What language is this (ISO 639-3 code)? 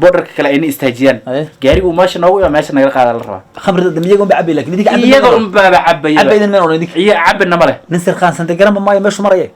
som